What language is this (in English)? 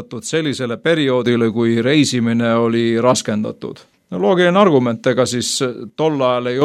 Estonian